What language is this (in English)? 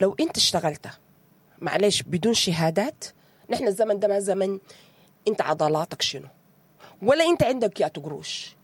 Sudanese Arabic